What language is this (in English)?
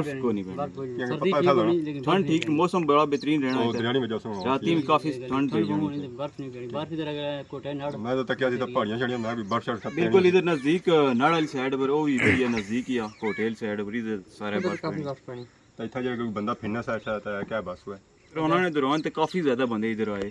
Pahari-Potwari